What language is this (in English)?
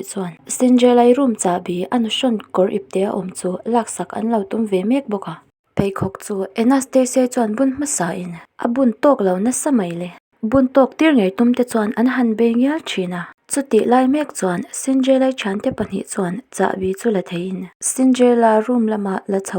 Mizo